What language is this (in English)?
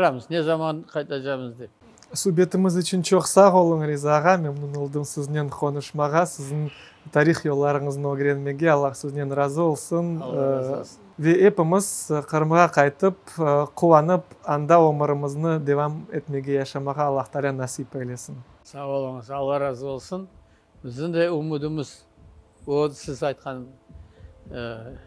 Crimean Tatar